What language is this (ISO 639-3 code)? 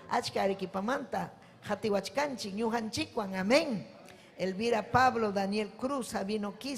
quy